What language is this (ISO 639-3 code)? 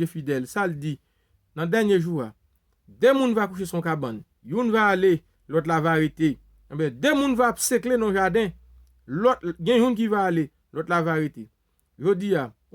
hat